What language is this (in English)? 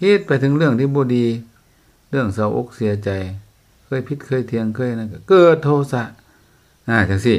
Lao